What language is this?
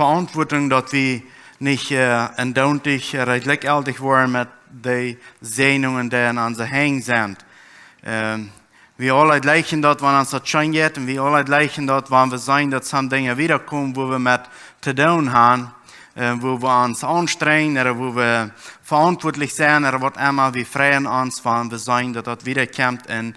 Plautdietsch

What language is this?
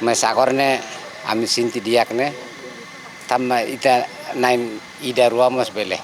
Tetum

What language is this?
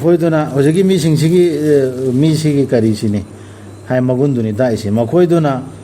Manipuri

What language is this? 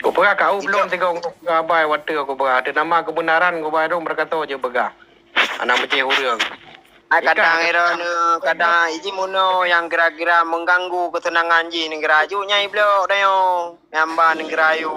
Achinese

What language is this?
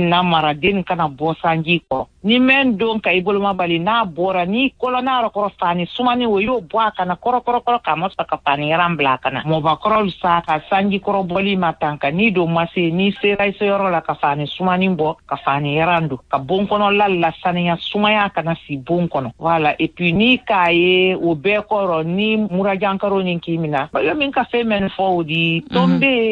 Bambara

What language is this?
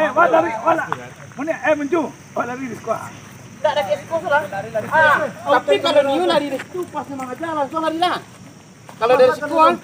Minangkabau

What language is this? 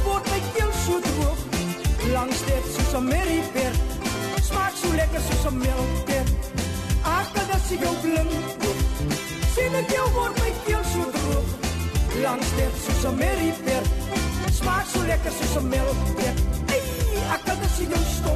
Afrikaans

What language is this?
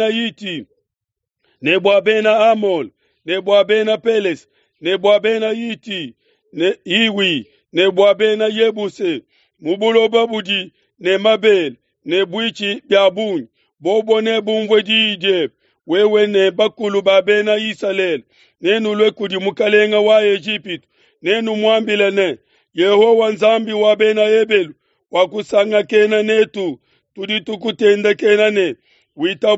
Luba-Lulua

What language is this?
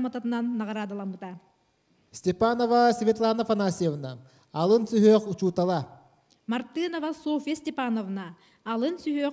Yakut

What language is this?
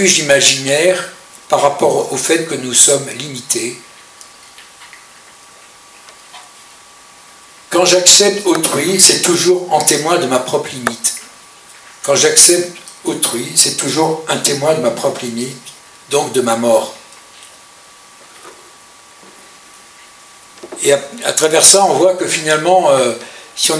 French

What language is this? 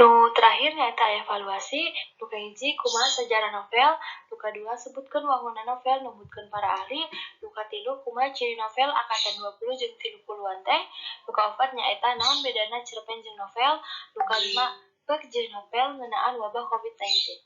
Sundanese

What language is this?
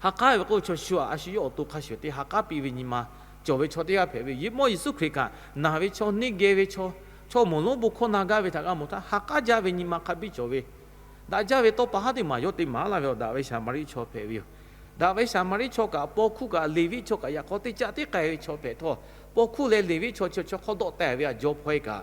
Lahu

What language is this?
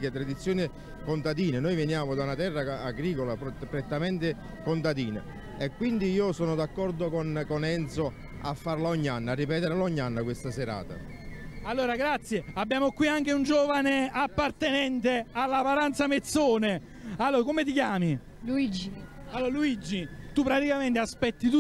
Italian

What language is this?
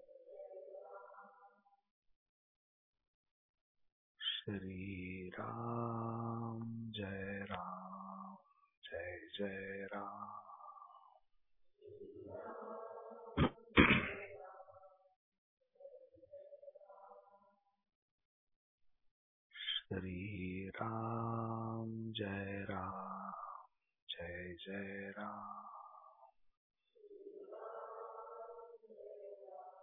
Marathi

